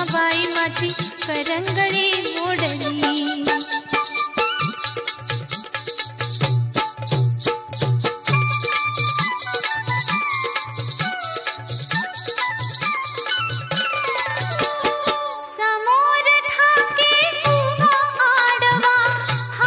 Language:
Marathi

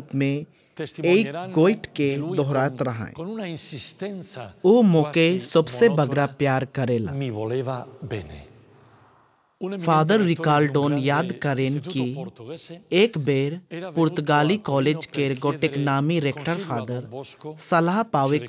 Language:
Sadri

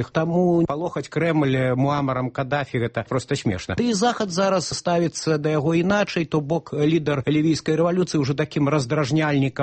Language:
Belarusian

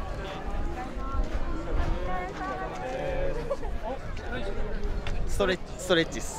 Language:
Japanese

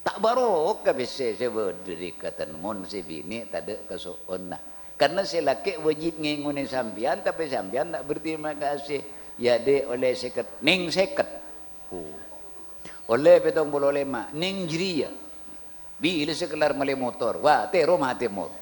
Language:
Madurese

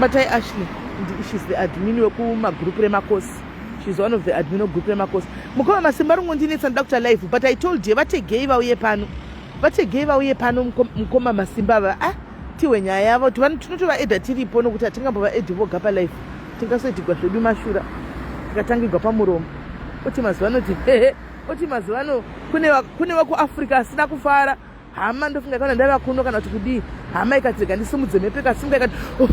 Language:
Shona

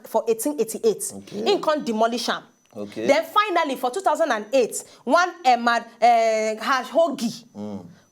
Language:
Nigerian Pidgin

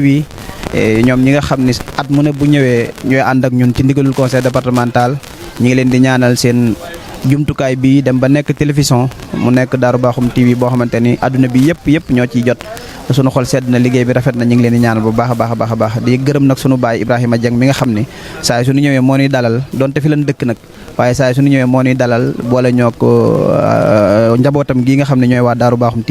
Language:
Wolof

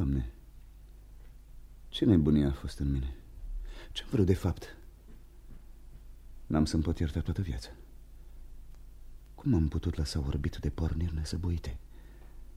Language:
Romanian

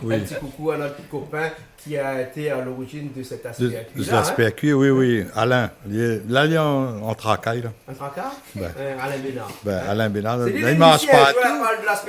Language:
Réunion Creole French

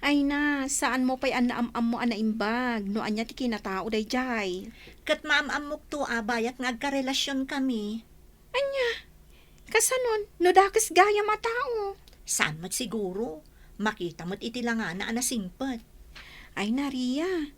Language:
Iloko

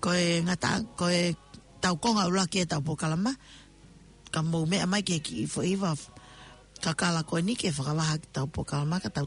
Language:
Tongan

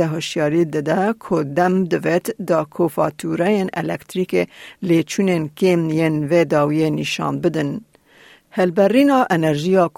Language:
Kurdish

